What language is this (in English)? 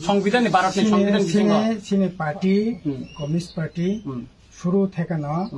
Riang (India)